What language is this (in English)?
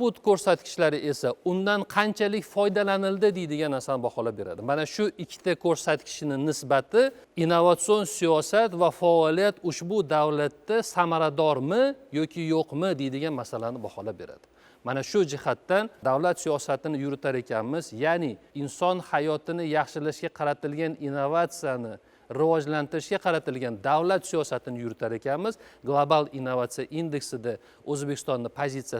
Uzbek